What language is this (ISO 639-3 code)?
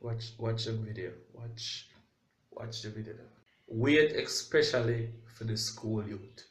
jam